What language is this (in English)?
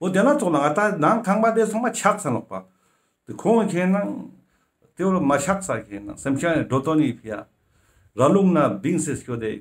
Ladakhi